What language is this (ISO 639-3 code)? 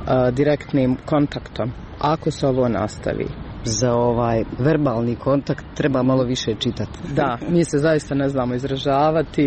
hrv